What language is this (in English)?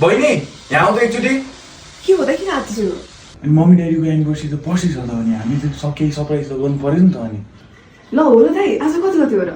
Nepali